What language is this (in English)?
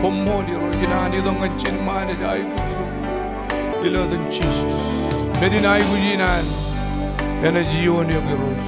Marshallese